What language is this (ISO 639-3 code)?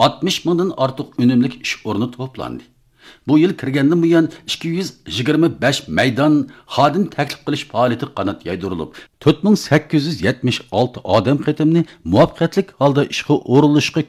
uig